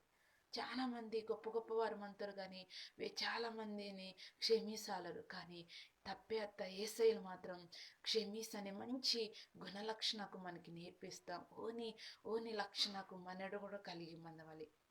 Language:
Koya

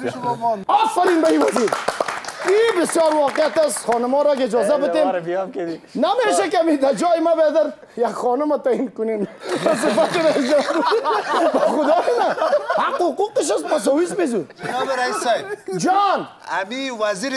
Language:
Persian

